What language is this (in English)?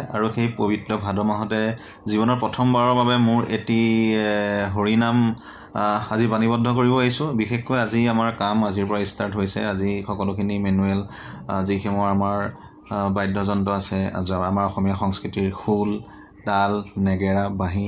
Assamese